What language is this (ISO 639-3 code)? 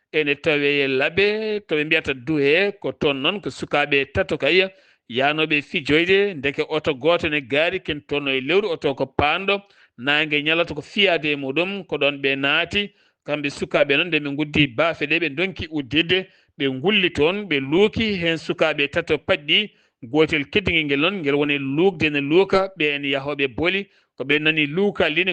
ful